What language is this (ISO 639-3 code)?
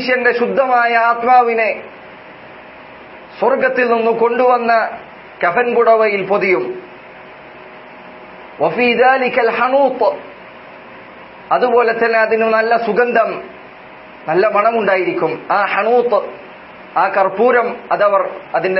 mal